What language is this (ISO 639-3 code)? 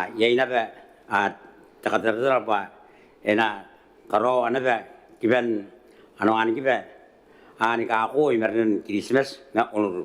gil